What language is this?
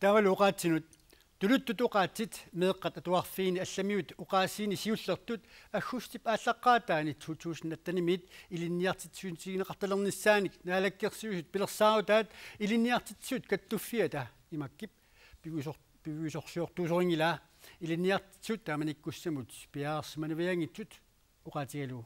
Kalaallisut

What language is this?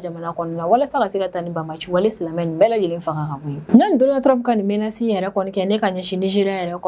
Bambara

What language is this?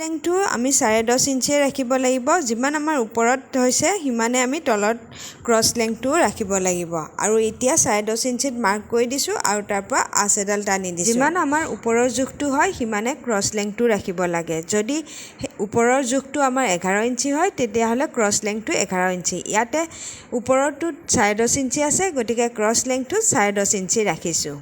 Assamese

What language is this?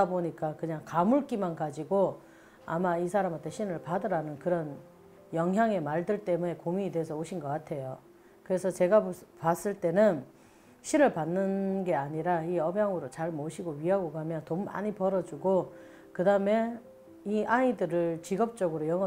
Korean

